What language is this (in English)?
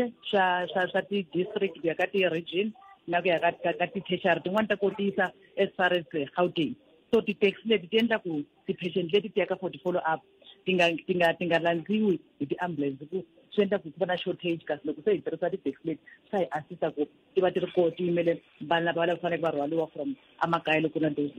Tsonga